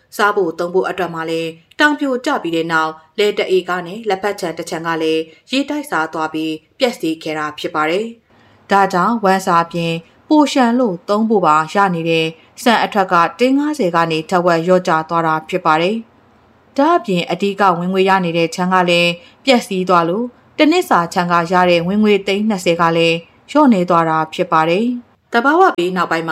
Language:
Burmese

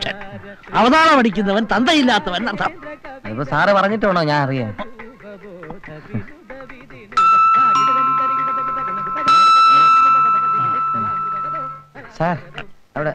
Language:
Malayalam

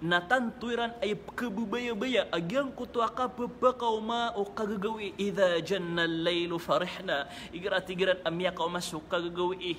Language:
Maranao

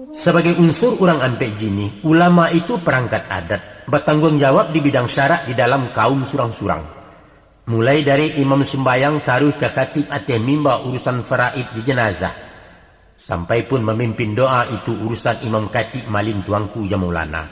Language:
Minangkabau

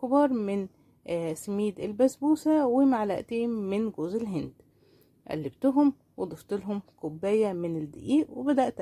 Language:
Egyptian Arabic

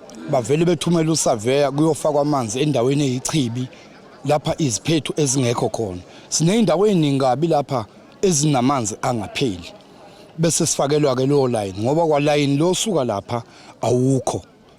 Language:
Zulu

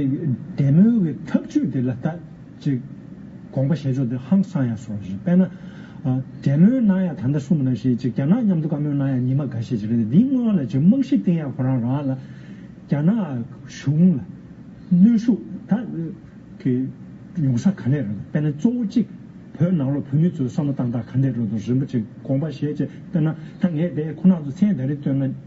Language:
Tibetan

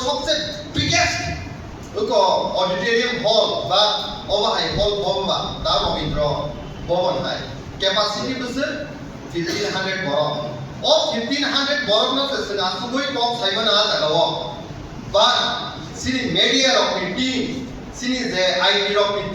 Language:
Kok Borok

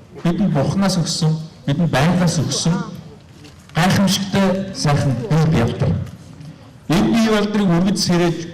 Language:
Mongolian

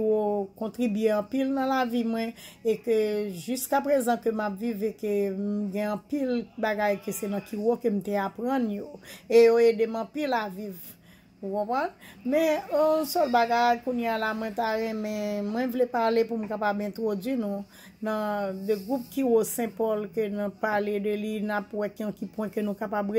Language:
Haitian Creole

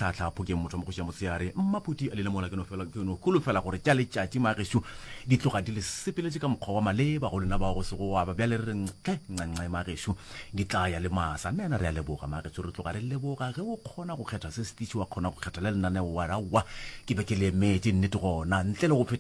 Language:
Northern Sotho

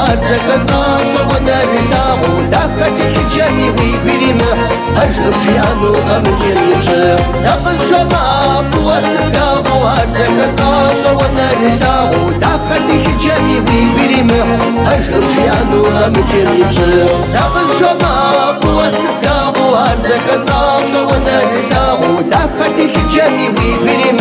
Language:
Kabardian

